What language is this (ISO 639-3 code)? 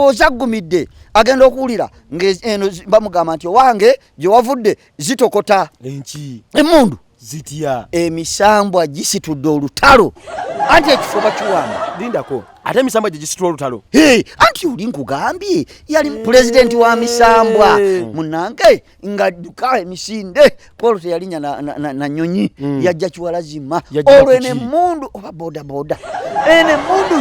lug